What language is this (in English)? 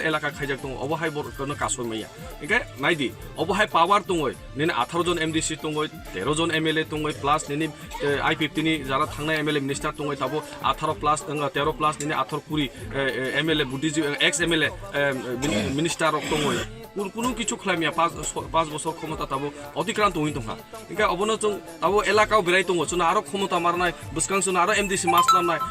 Kok Borok